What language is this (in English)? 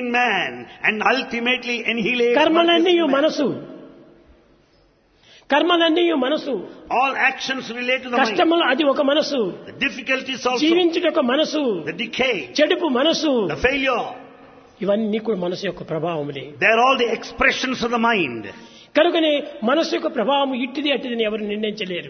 Telugu